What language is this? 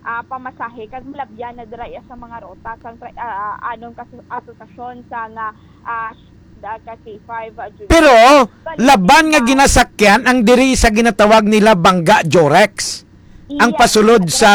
Hiligaynon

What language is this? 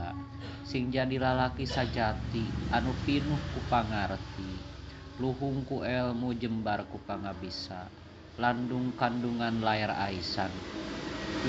Sundanese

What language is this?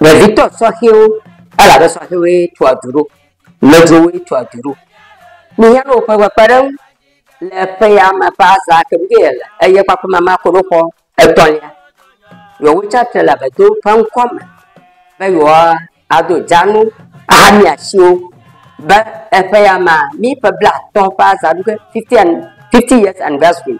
Ewe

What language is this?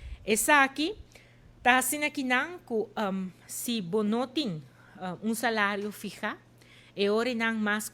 Papiamento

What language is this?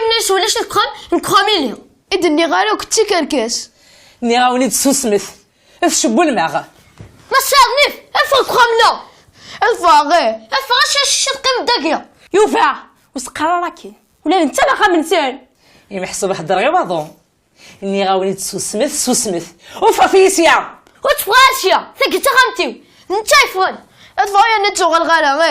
Kabyle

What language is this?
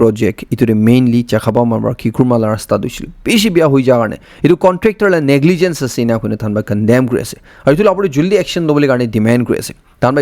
Naga Pidgin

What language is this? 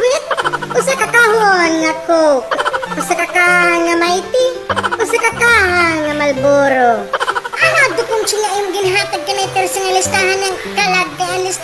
Waray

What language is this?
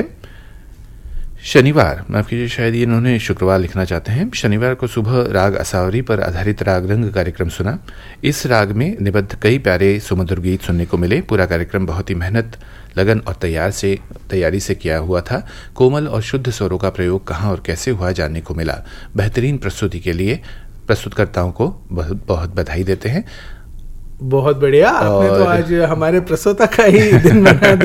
Hindi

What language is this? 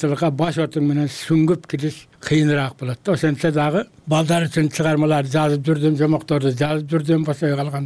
Kyrgyz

